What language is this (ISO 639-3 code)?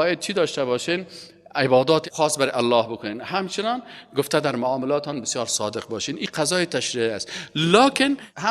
fas